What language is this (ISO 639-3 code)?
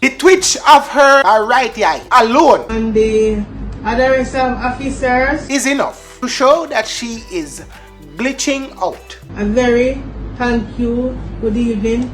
jam